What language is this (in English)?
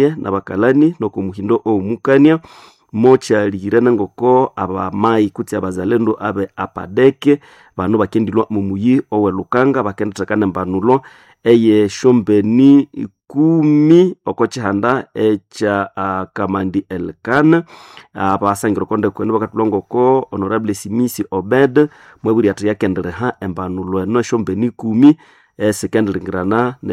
Nande